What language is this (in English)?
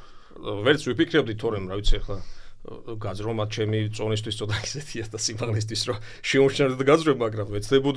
Georgian